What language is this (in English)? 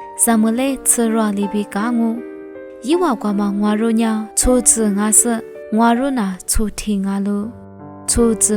Lisu